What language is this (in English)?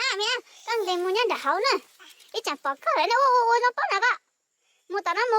Hmong